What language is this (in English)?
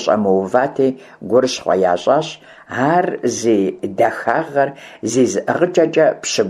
Kabardian